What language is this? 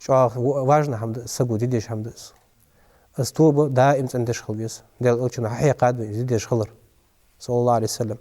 Ingush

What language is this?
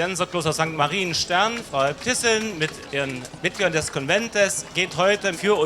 Upper Sorbian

